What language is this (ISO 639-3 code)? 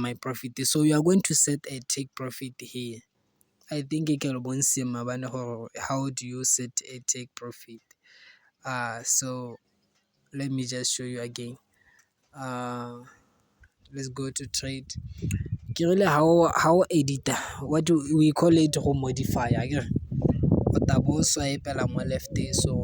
tsn